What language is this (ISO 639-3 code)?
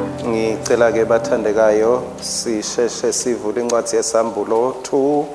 ssw